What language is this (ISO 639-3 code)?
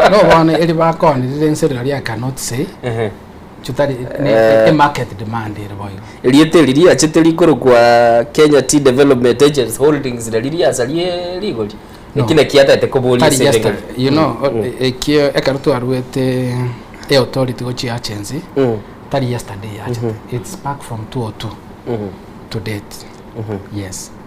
guz